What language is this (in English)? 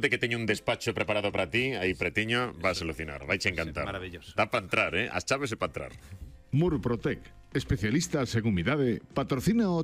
Galician